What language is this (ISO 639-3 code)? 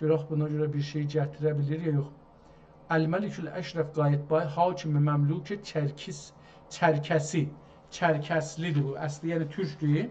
azb